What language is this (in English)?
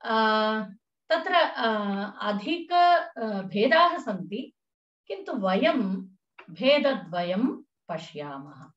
Sanskrit